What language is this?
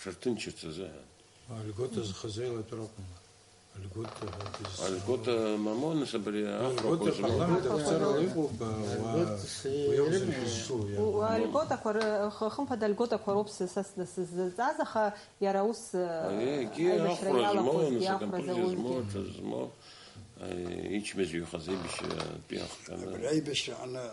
Abkhazian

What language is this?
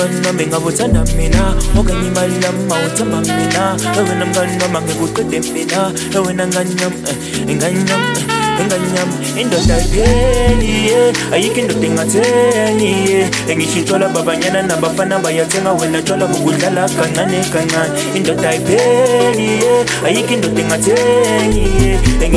Zulu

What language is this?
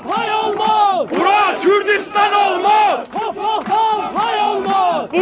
South Azerbaijani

